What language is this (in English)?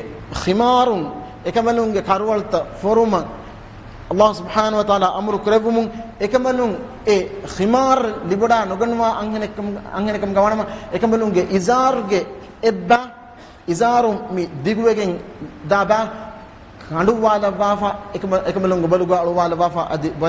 Divehi